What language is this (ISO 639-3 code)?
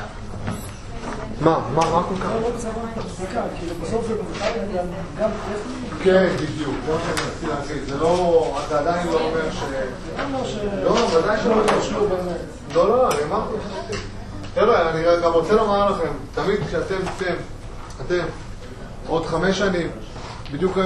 heb